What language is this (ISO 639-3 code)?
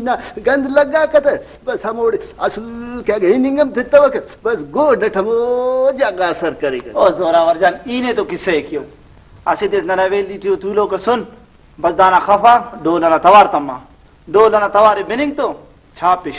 brh